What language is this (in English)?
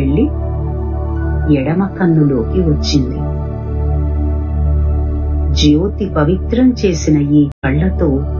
Telugu